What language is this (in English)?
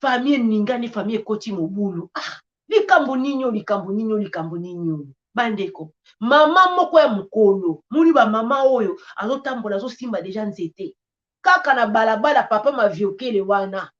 Lingala